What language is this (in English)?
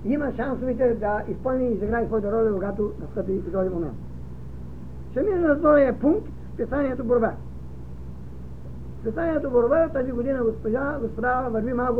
Bulgarian